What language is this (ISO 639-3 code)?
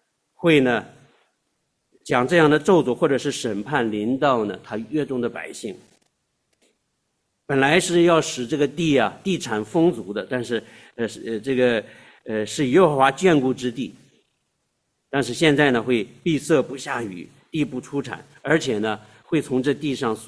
zho